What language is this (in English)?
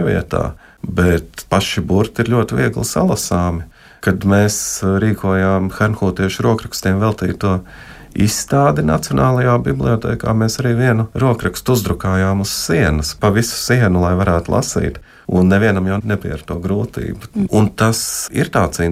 Latvian